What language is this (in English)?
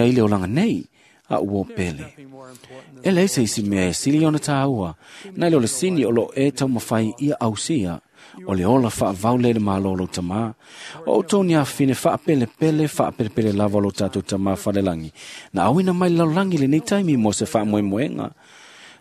Samoan